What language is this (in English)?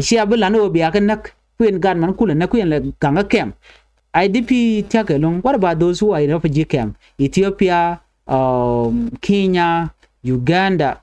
Nuer